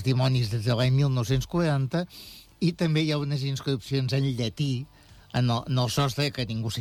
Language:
Catalan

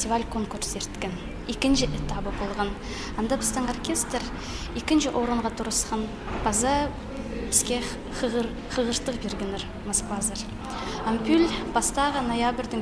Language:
Khakas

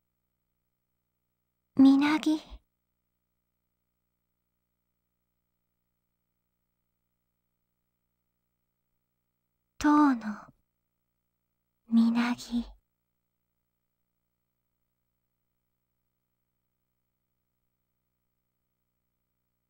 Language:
Japanese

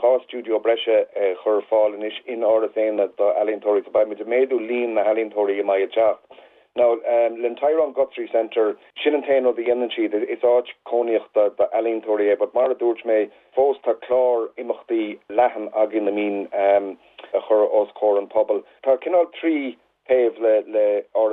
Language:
Irish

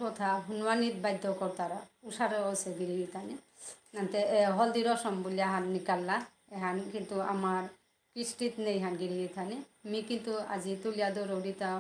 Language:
Bishnupriya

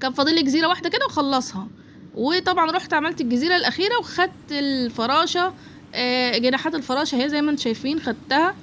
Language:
Egyptian Arabic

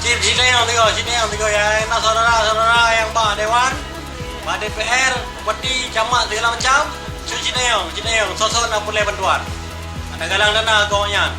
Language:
Achinese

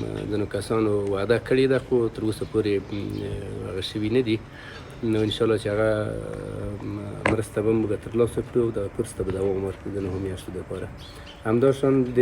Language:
Pashto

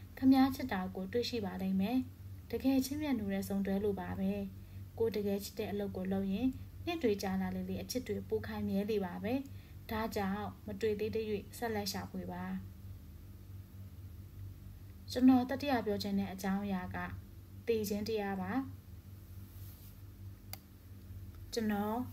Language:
Burmese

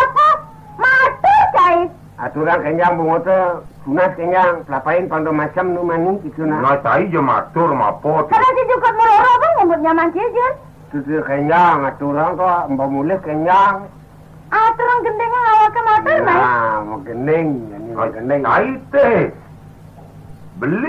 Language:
Balinese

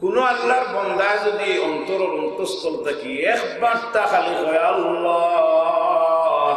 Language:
Sylheti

